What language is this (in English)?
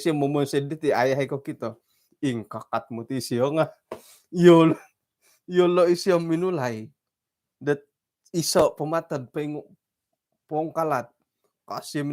Central Dusun